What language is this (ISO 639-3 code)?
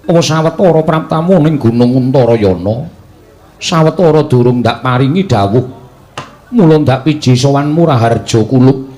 jav